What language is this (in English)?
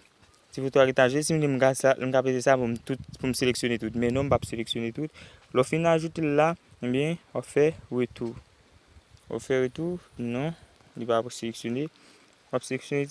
Haitian Creole